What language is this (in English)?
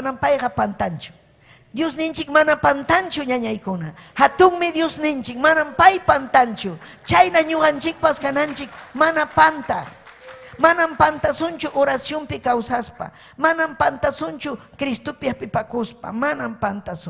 Ayacucho Quechua